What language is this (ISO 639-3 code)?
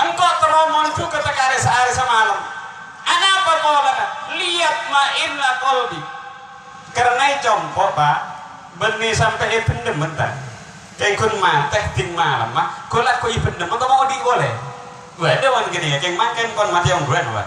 mad